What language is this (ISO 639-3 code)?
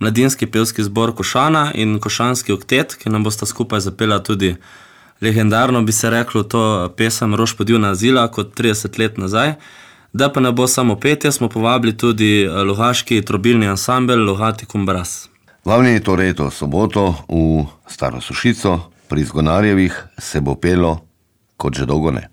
slv